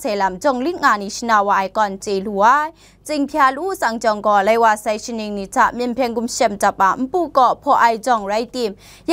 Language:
Kachin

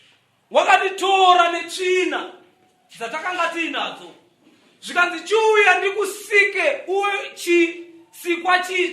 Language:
Shona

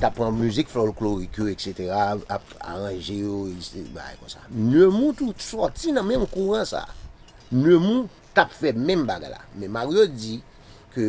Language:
Haitian Creole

